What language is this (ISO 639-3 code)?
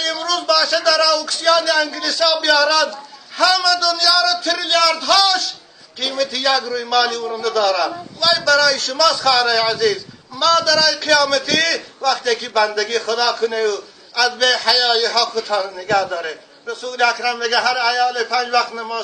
tgk